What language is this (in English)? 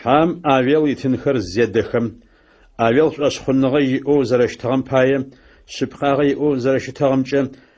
Adyghe